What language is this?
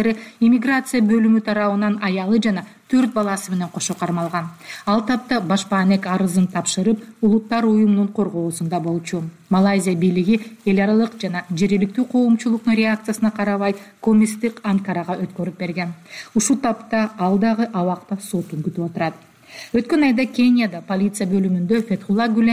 Kyrgyz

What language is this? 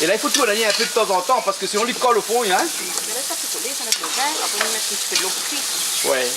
Réunion Creole French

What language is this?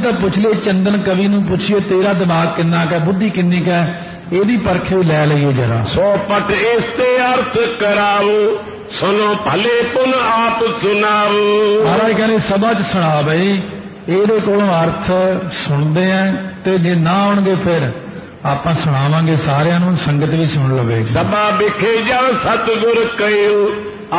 Punjabi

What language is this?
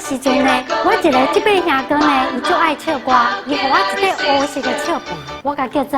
Min Nan Chinese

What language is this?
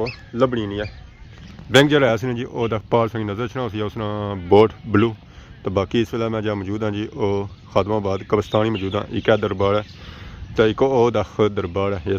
Pahari-Potwari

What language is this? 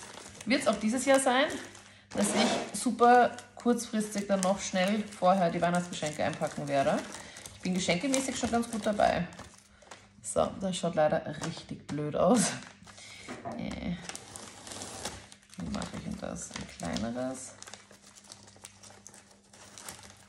German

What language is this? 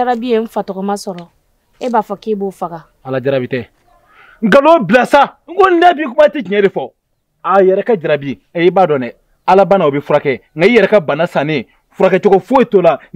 Bambara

